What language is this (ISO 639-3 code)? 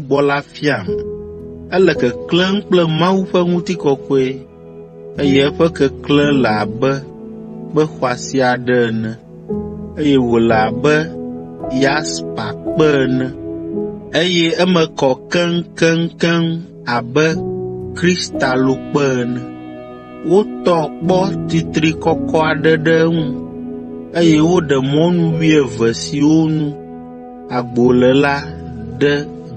ewe